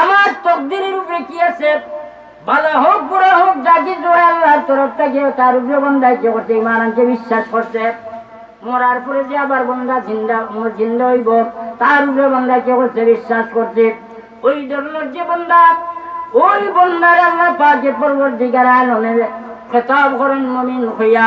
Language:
Sylheti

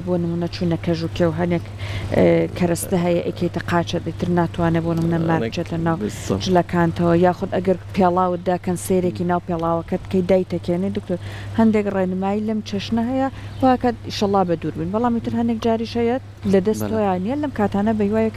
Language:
Central Kurdish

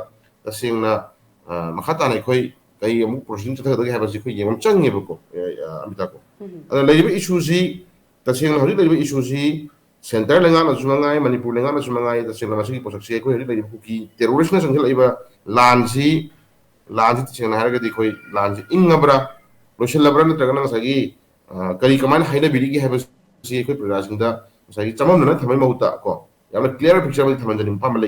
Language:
Manipuri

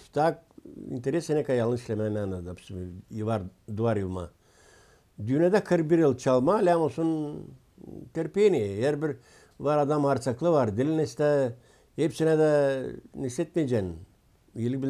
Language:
Gagauz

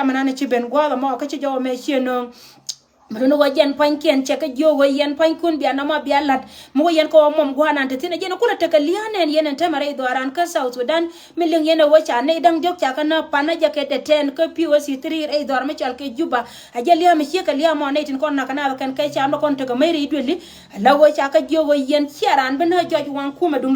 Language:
Nuer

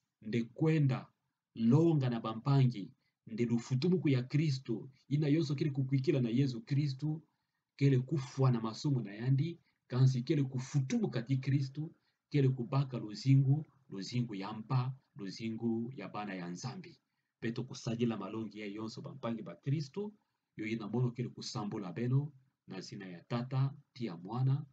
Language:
Kituba (Democratic Republic of Congo)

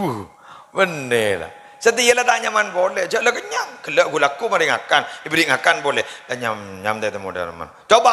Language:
Madurese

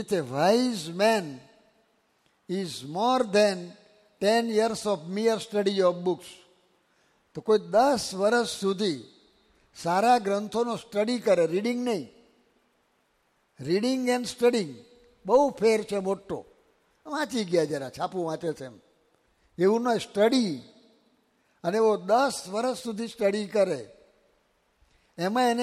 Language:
Gujarati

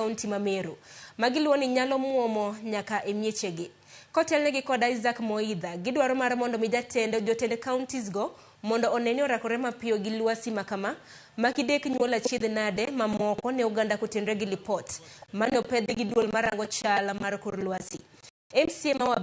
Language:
Luo (Kenya and Tanzania)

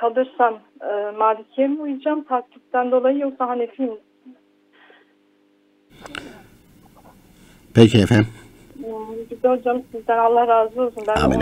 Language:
Turkish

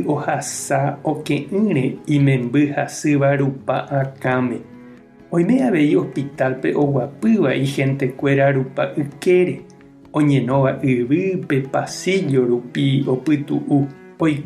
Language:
Guarani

